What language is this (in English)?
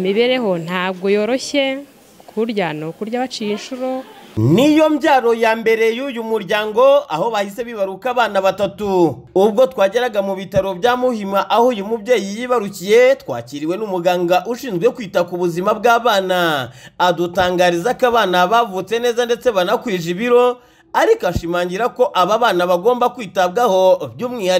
Kinyarwanda